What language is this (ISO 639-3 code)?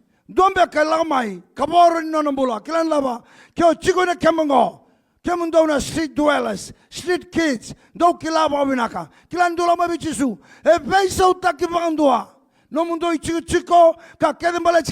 fij